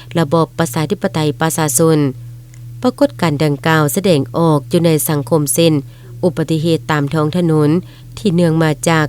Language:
Lao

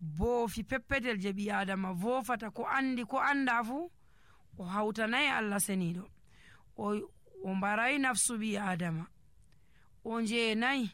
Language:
Nigerian Fulfulde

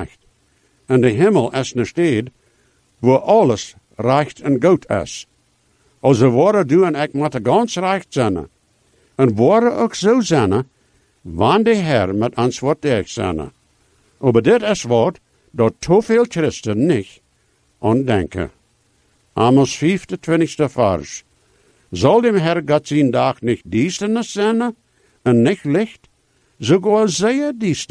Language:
Dutch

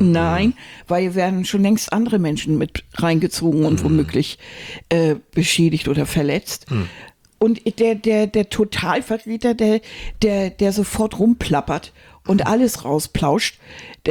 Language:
German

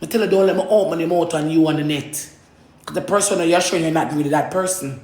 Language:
Jamaican Creole English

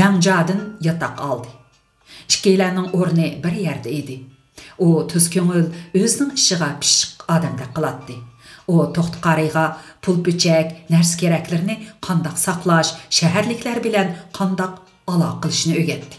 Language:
Uyghur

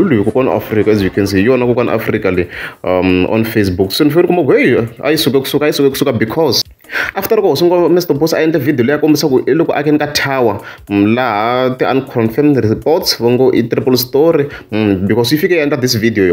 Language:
Tsonga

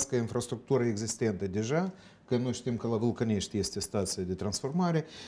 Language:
Romanian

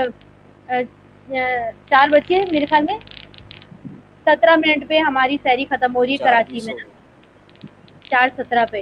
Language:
Urdu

